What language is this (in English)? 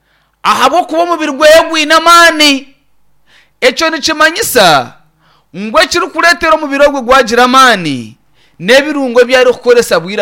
Nyankole